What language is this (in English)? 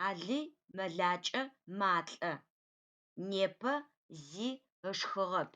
Adyghe